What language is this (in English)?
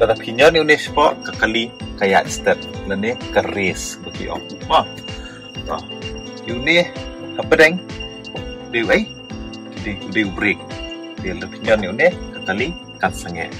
Khasi